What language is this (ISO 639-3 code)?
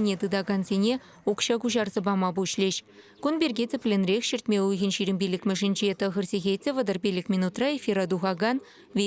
chv